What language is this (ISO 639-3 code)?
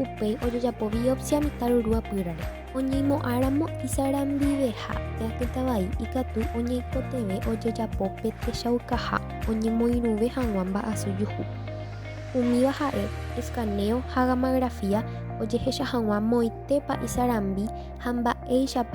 grn